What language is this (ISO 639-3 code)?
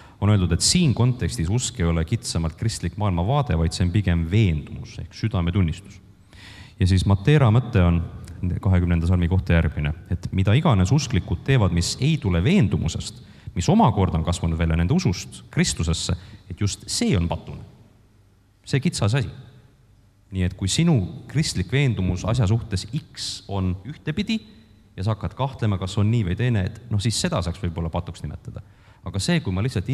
est